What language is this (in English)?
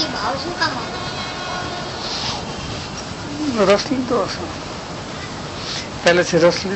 Gujarati